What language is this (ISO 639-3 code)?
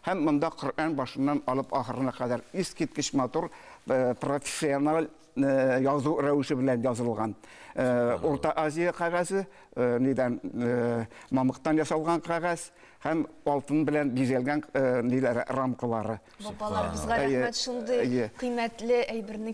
tat